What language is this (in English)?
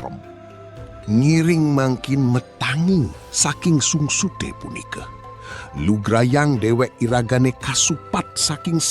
Balinese